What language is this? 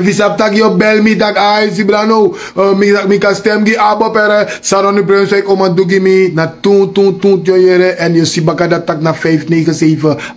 Sranan Tongo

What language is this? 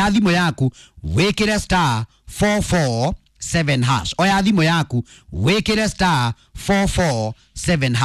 Kikuyu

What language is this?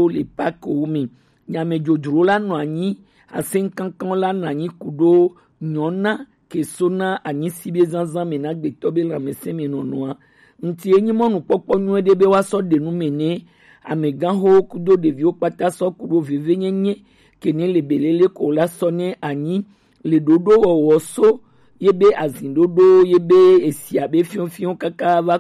Gen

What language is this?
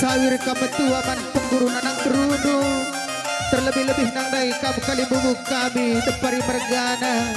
Batak Karo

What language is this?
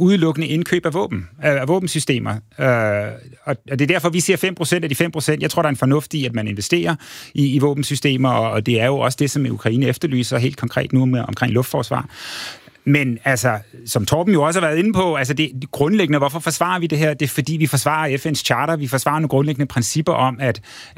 Danish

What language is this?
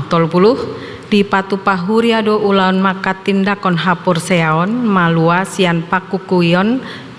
Batak Toba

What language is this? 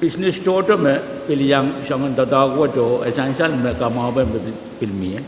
Pohnpeian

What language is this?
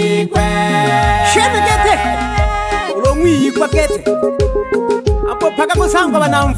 Swahili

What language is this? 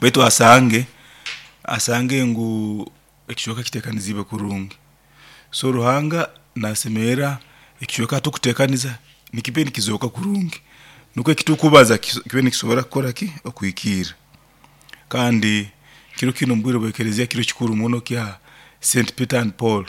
Nyankole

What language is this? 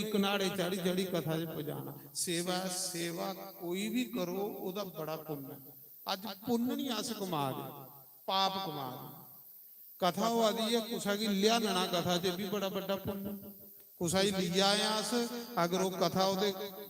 Dogri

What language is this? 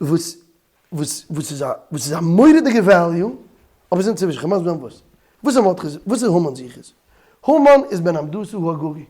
Yiddish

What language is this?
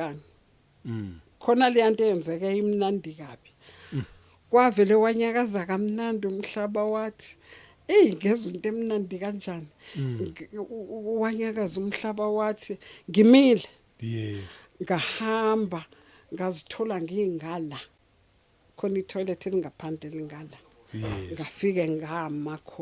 Zulu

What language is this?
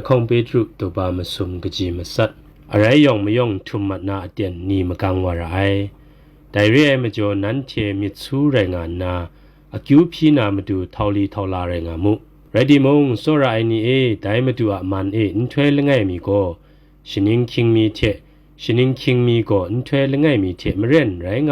Kachin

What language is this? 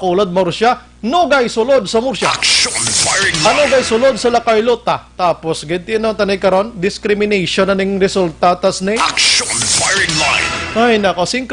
Hiligaynon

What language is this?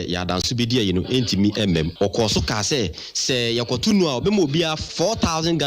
Akan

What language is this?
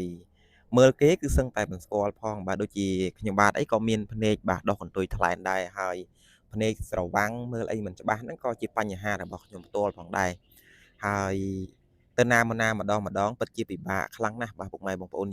Khmer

